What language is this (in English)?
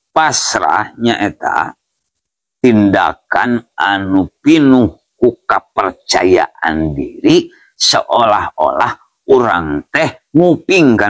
Sundanese